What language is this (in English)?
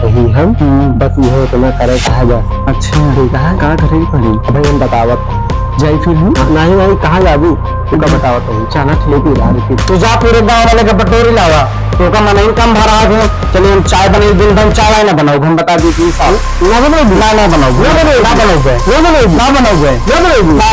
Awadhi